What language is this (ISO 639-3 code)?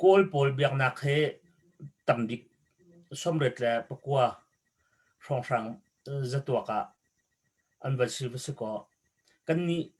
cnh